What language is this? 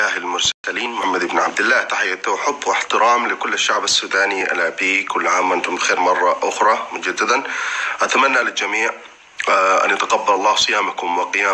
Arabic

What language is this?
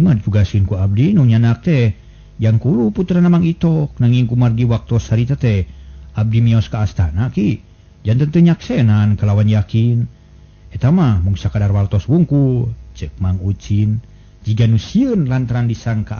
Sundanese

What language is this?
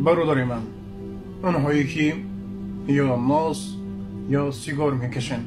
Tajik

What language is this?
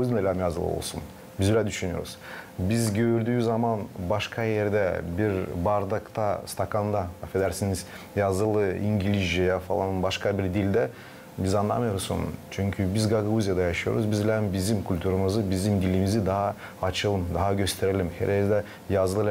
Gagauz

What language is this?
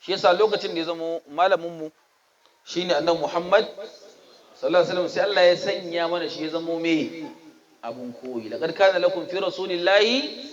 Hausa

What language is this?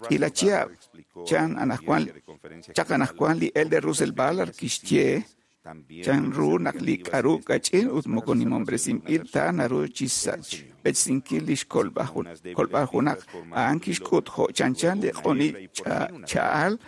Kekchí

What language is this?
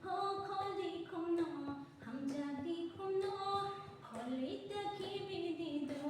Kok Borok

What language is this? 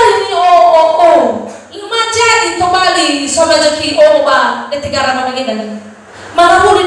Nias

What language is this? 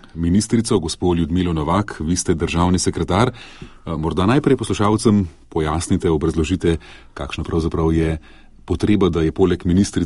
Slovenian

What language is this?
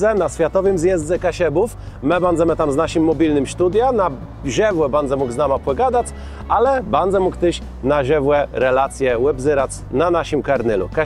Kashubian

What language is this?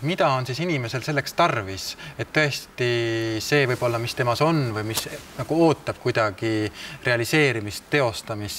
Estonian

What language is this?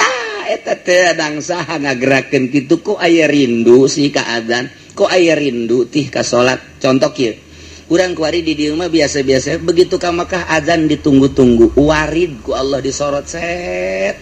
Sundanese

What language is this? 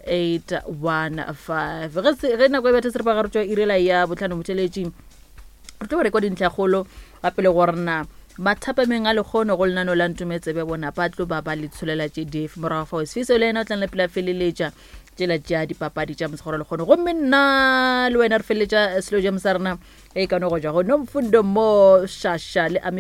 Northern Sotho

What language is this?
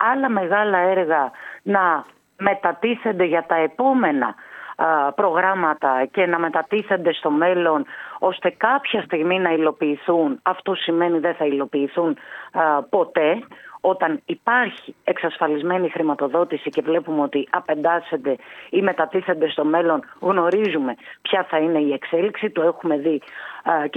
Greek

